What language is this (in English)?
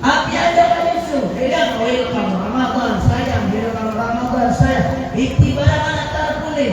Maranao